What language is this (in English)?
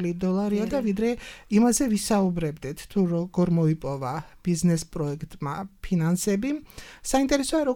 Georgian